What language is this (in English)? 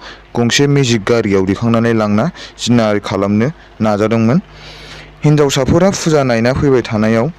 Bodo